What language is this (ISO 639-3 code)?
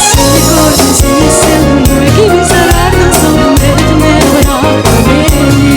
crh